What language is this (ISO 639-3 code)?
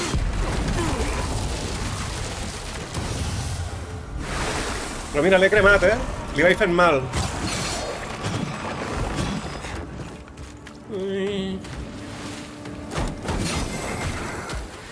cat